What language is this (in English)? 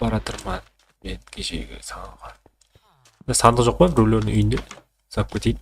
Kara-Kalpak